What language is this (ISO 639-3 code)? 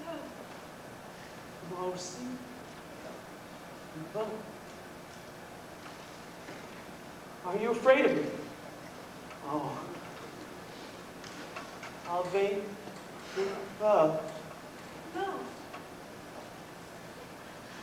eng